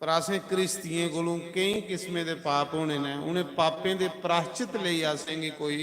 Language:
Dogri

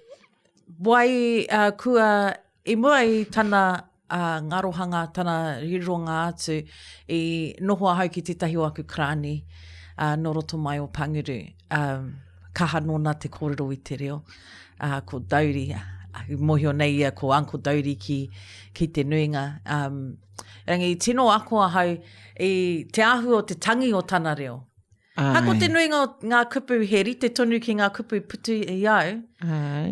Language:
Māori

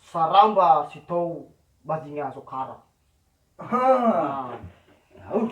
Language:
Nias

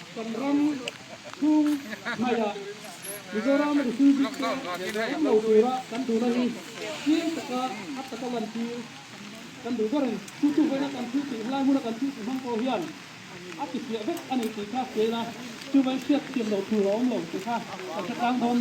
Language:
Mizo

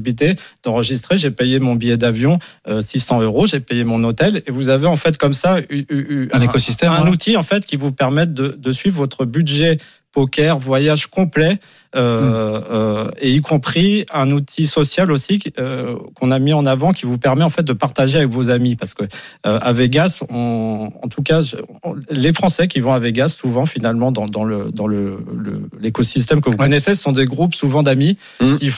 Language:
French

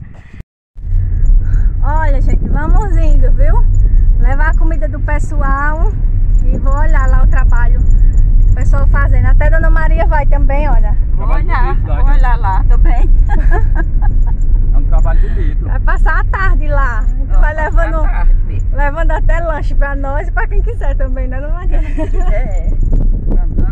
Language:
Portuguese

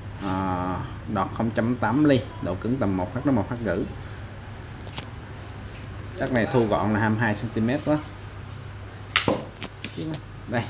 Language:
Vietnamese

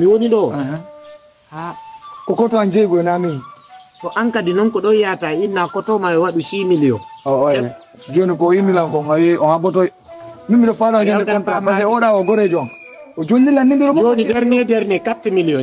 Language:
Fula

